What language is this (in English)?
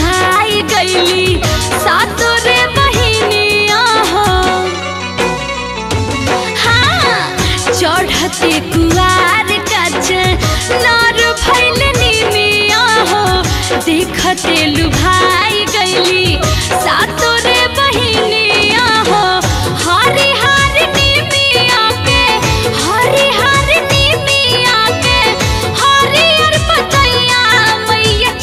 Bhojpuri